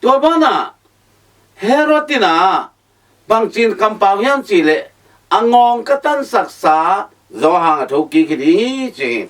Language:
Tedim Chin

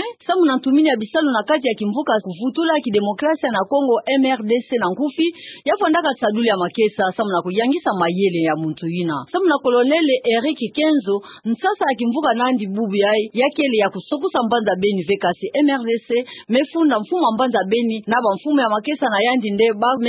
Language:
Kituba (Democratic Republic of Congo)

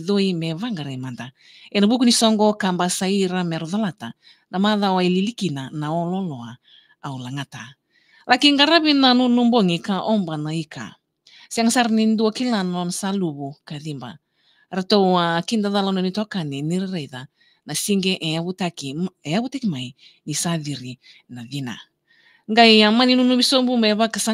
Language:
Fijian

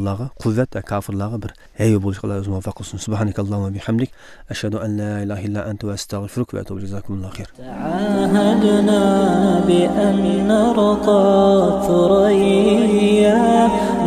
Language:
Uzbek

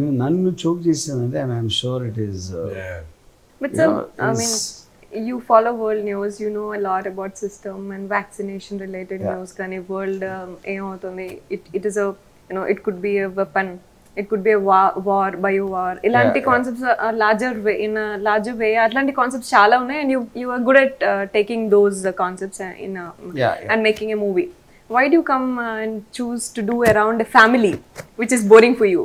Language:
Telugu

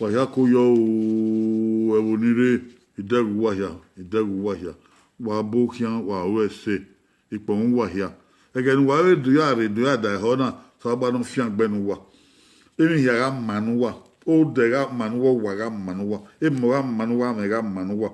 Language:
Bini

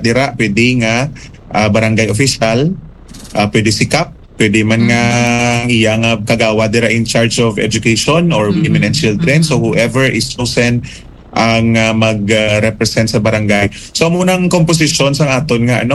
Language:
Hiligaynon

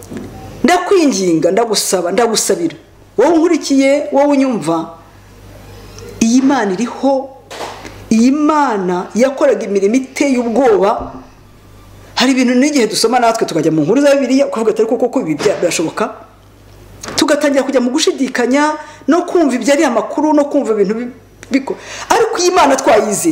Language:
Kinyarwanda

